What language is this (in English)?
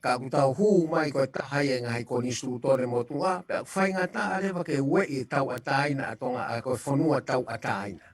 Tongan